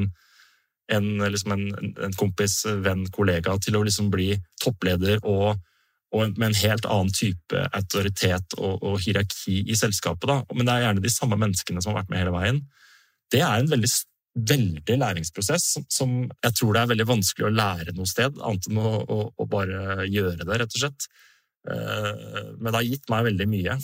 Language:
Norwegian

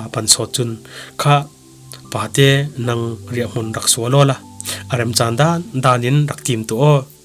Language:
Falam Chin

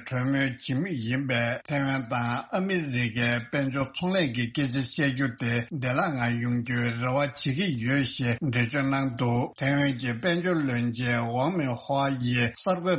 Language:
Tibetan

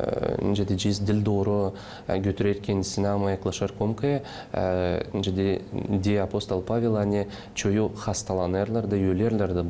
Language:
Gagauz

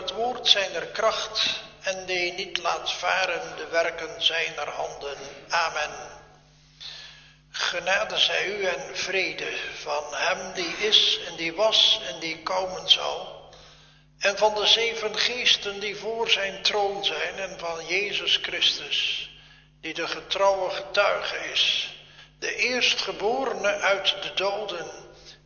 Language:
Dutch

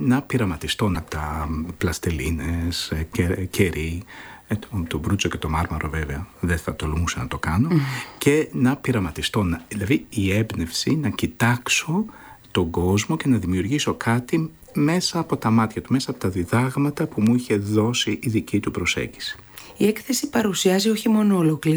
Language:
Greek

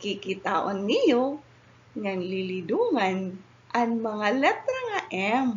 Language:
Waray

